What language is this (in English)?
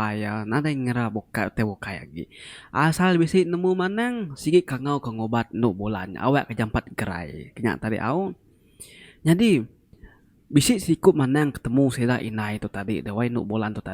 Iban